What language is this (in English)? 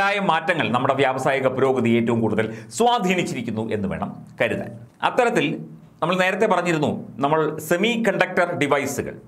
Malayalam